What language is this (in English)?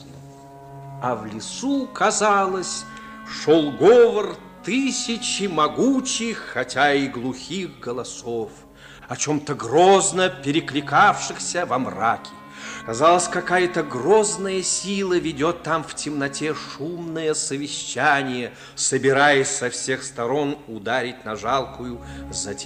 Russian